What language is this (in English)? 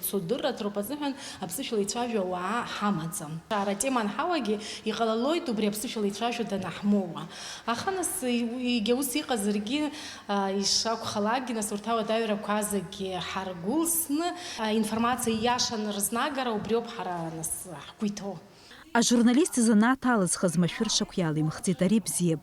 Abkhazian